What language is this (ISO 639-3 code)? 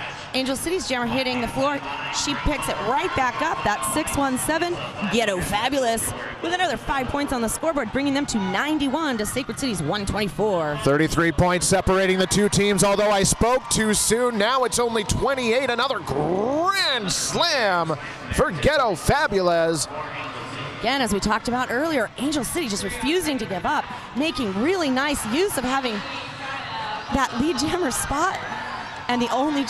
eng